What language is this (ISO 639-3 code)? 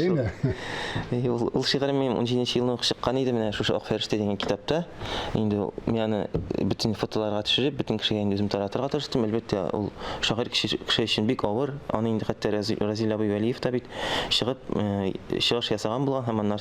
tat